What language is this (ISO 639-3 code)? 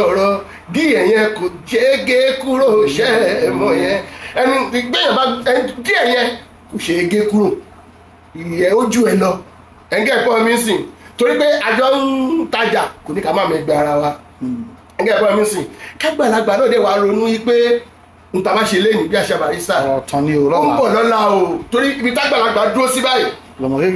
yor